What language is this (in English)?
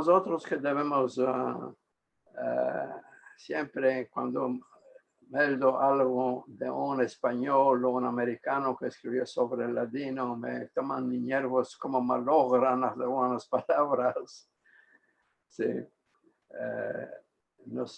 Ladino